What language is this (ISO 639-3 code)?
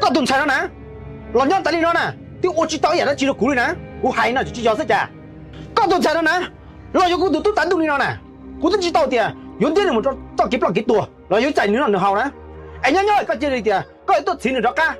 hmn